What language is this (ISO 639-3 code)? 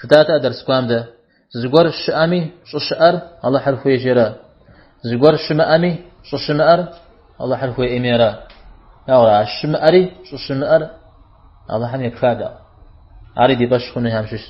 kbd